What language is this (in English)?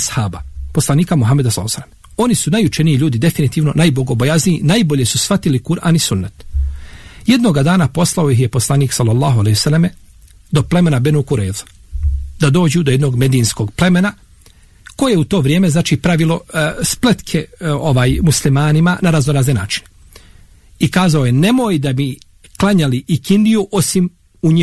Bosnian